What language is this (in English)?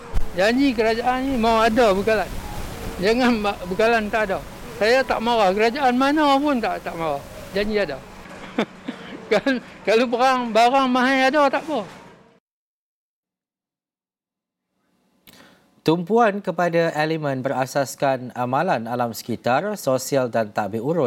Malay